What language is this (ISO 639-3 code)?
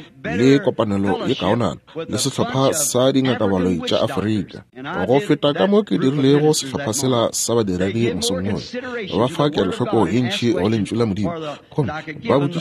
nso